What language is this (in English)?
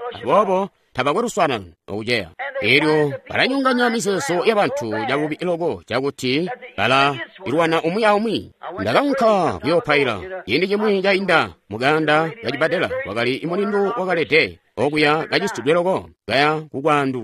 Tonga (Zambia)